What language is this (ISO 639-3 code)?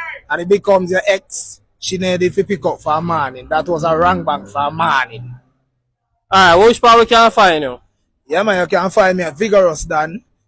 jam